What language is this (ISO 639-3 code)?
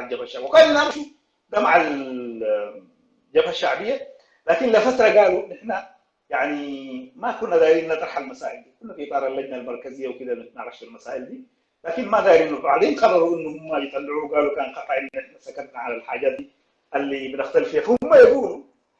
apd